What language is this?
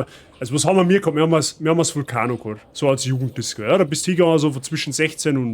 Bavarian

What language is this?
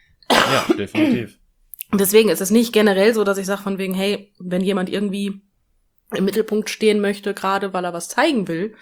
German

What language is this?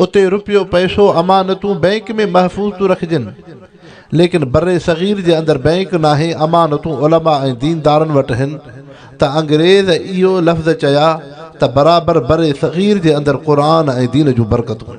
Sindhi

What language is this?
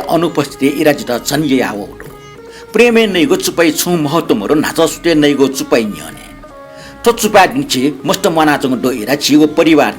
Newari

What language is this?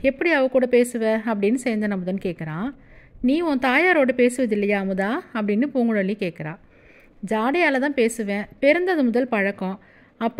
Tamil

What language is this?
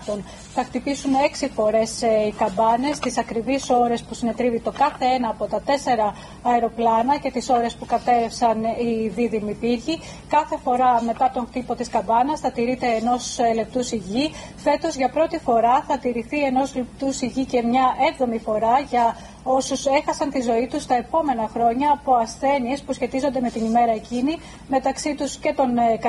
Greek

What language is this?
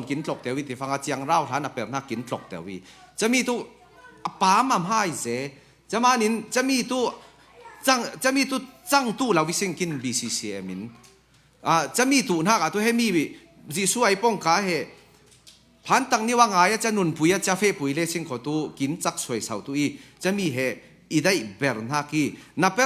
Falam Chin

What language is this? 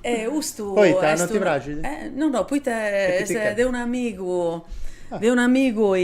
Sardinian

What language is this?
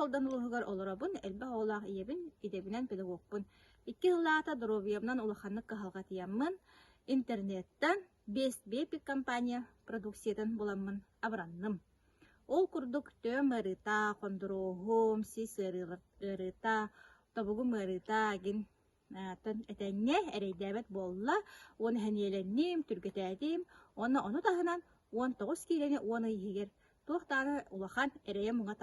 Yakut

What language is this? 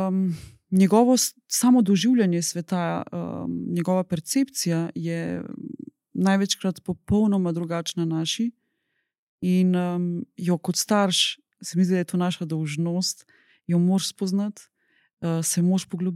Slovenian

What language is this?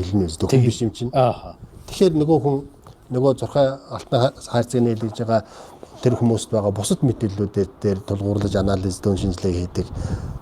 Mongolian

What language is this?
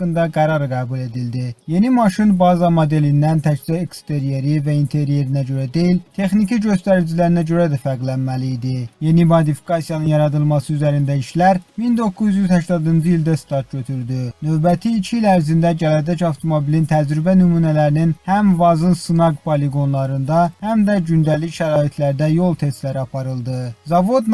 Azerbaijani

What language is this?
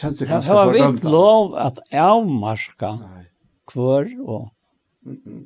Faroese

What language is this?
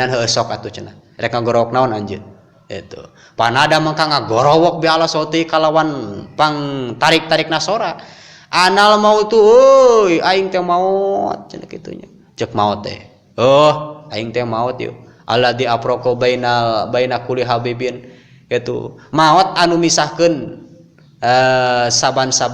Sundanese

